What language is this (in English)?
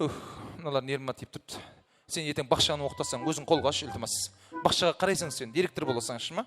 Kara-Kalpak